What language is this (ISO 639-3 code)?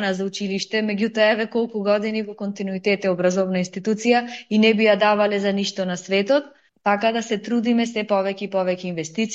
mkd